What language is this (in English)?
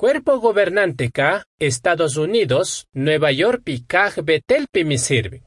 Chimborazo Highland Quichua